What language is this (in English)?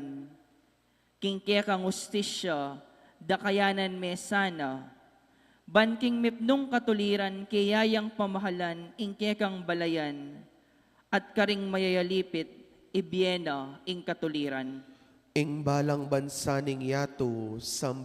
Pampanga